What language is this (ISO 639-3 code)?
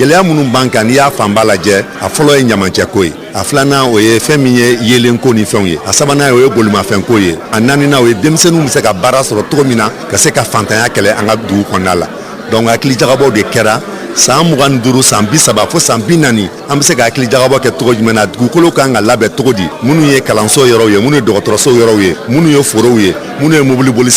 bam